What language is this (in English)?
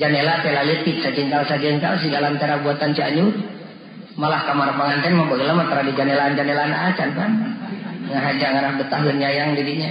Sundanese